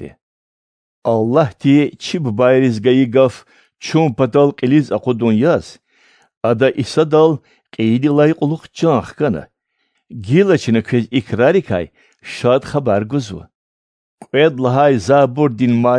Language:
Lezghian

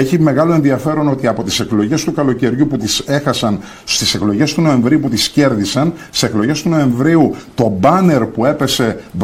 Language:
Greek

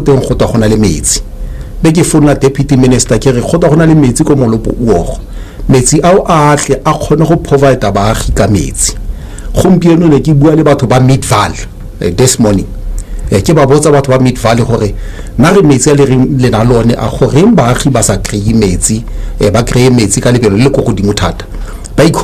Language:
Tswana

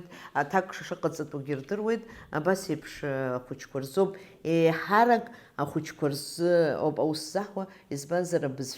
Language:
Abkhazian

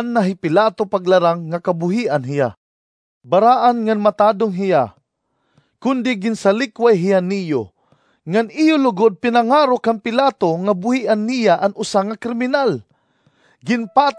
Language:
Waray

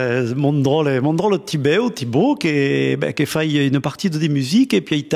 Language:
Occitan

